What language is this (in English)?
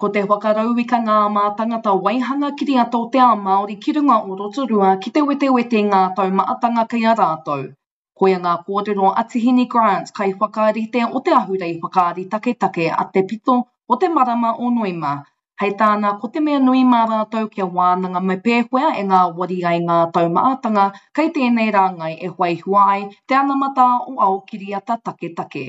Māori